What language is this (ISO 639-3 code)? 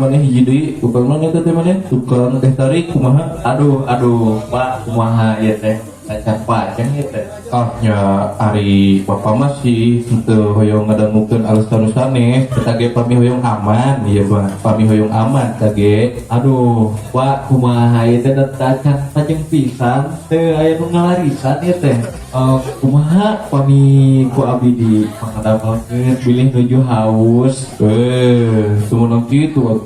sun